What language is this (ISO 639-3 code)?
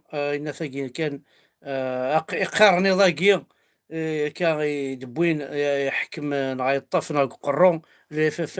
kab